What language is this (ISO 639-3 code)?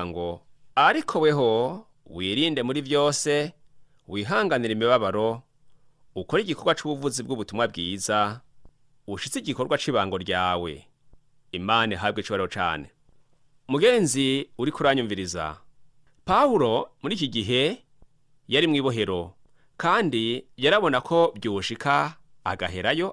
run